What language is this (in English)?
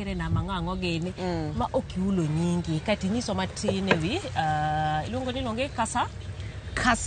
Luo (Kenya and Tanzania)